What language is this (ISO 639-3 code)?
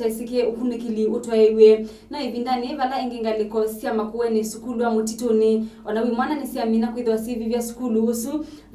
kam